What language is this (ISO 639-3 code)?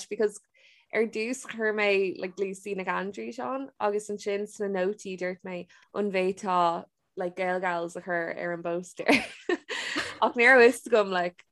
gle